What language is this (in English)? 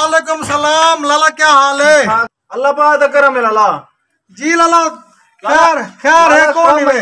Saraiki